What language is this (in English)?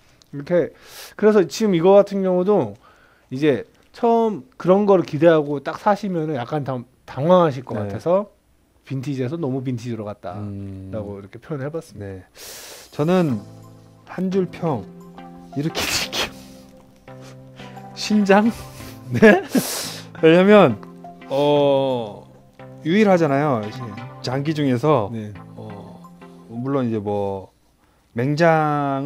Korean